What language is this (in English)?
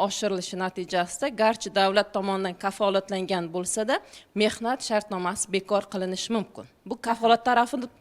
Uzbek